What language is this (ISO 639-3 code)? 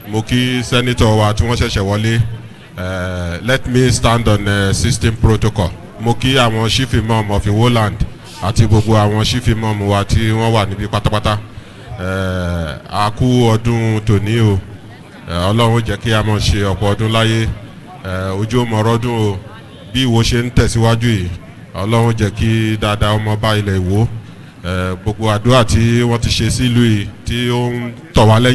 yor